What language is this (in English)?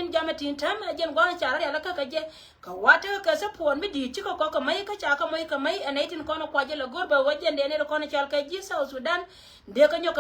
Nuer